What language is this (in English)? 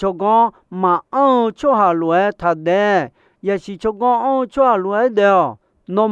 Akha